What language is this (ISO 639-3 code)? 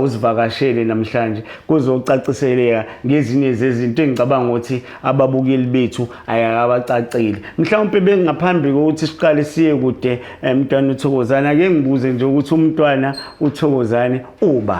zul